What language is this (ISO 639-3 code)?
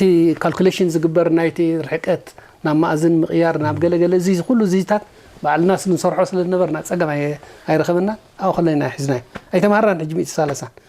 tir